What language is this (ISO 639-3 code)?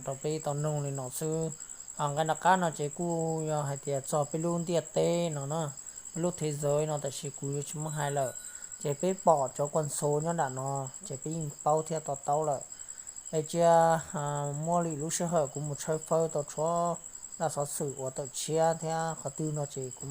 hmn